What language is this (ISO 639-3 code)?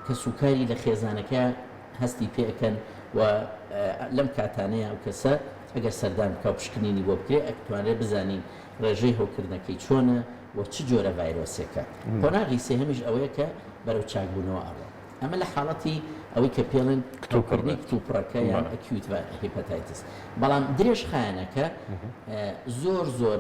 ckb